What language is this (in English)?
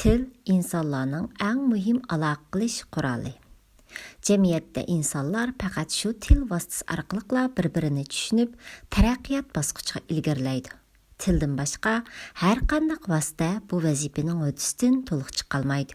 Uyghur